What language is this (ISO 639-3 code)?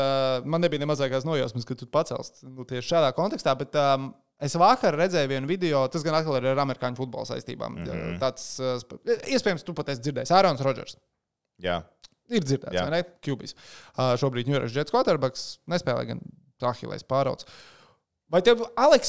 lav